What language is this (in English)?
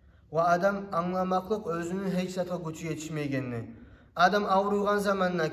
Kumyk